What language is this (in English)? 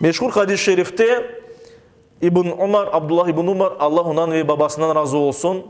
Crimean Tatar